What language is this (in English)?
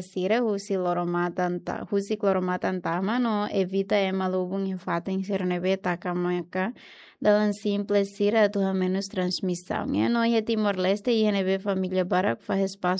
Tetum